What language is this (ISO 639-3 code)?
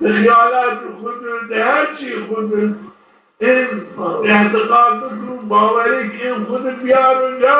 zza